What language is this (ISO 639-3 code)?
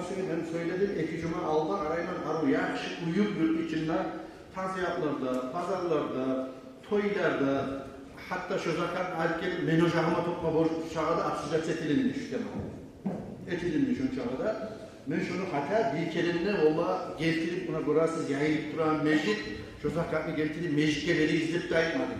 kum